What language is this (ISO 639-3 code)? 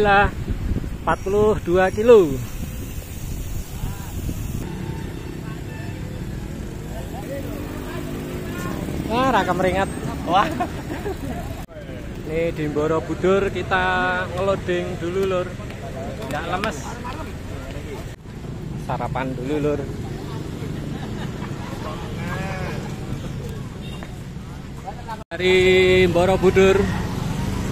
ind